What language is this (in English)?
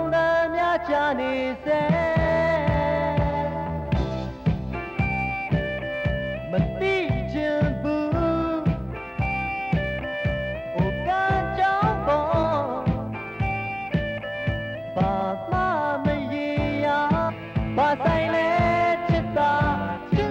Burmese